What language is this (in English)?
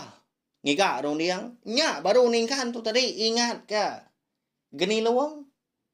Iban